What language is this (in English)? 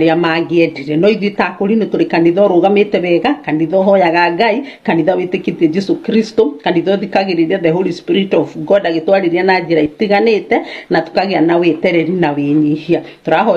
Kikuyu